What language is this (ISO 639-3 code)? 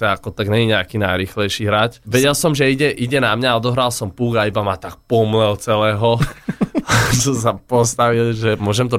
slk